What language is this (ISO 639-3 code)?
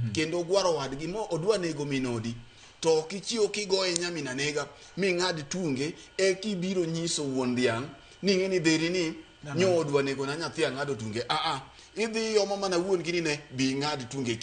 luo